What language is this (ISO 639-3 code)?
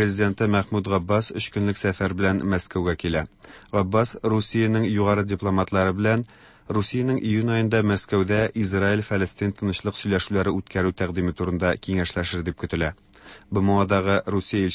tat